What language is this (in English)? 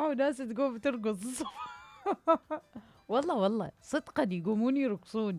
Mesopotamian Arabic